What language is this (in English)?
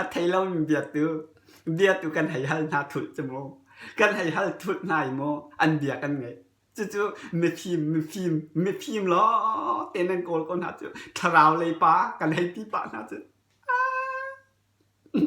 Hakha Chin